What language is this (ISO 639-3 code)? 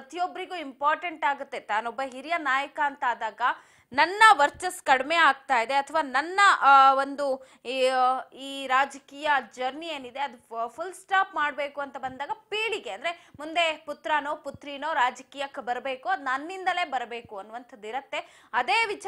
kan